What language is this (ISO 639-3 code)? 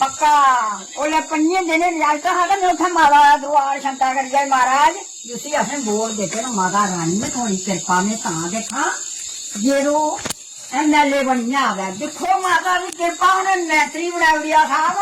doi